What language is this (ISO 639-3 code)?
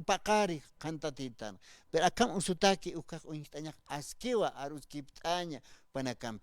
aym